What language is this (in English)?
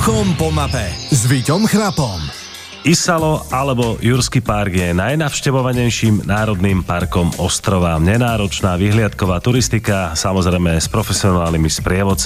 Slovak